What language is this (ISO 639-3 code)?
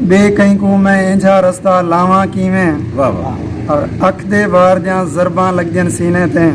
skr